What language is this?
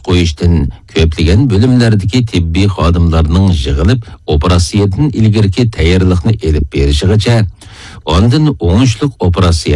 Uyghur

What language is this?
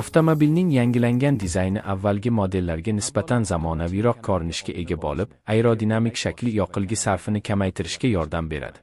Uzbek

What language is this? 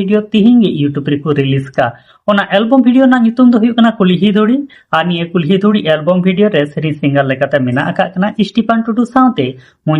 Santali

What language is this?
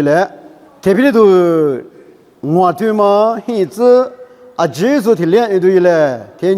Lisu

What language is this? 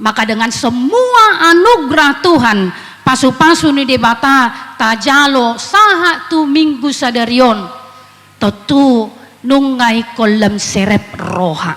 Batak Toba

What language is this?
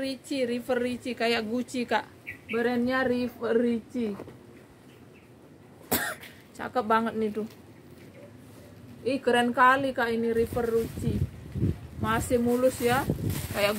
Indonesian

